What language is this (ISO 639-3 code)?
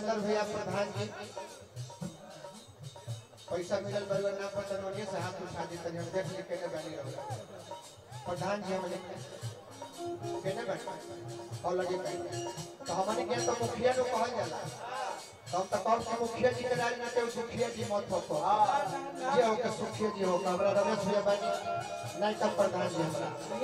bho